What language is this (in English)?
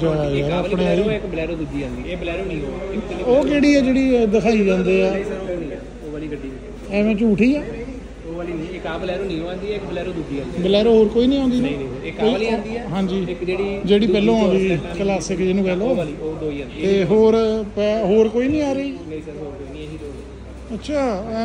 Punjabi